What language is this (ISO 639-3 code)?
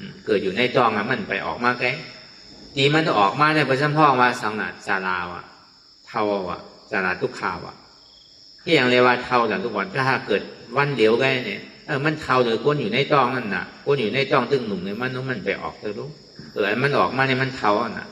shn